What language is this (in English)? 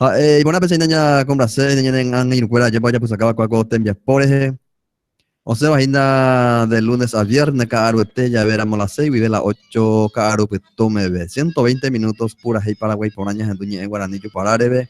Guarani